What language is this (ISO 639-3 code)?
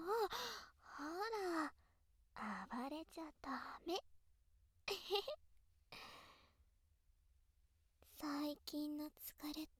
jpn